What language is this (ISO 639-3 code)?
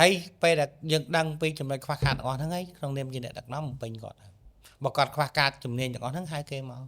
khm